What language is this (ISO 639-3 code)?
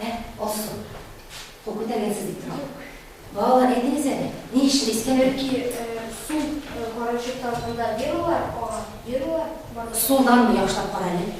tat